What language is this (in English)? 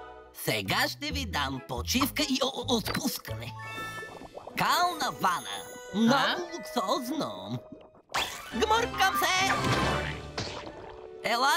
Bulgarian